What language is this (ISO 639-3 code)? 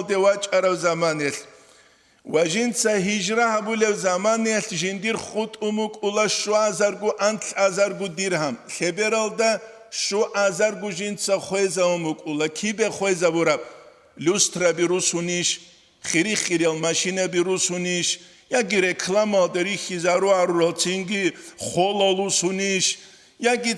ava